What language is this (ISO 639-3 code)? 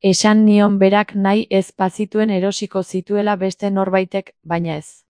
eus